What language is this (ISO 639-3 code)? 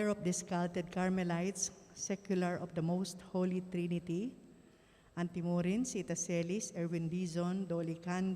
pam